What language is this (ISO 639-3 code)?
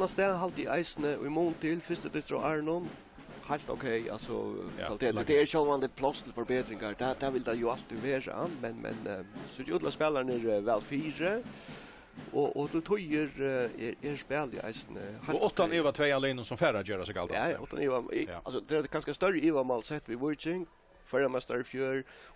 fao